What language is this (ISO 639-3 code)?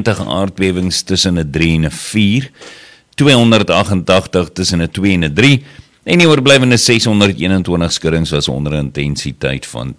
afr